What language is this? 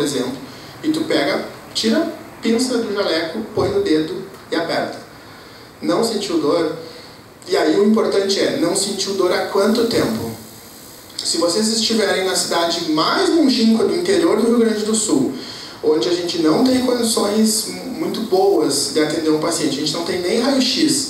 Portuguese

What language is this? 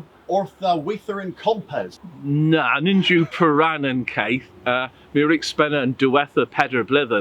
Cornish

